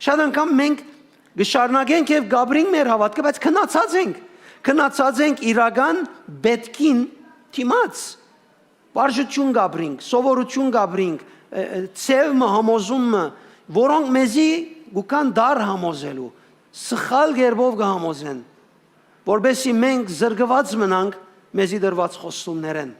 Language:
Western Armenian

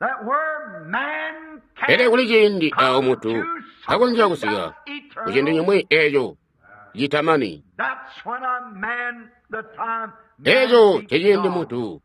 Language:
Tonga (Zambia)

